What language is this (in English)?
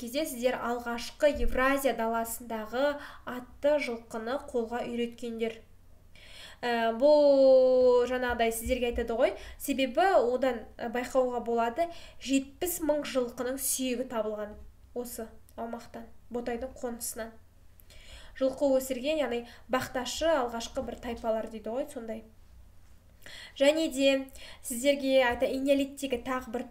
Kazakh